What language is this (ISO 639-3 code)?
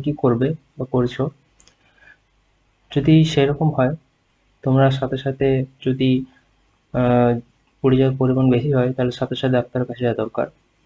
ben